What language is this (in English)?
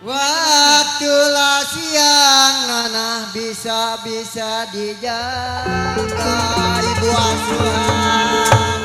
Betawi